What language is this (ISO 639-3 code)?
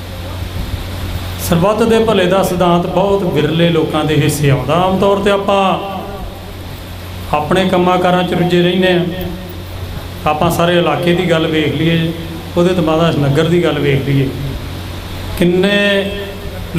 pan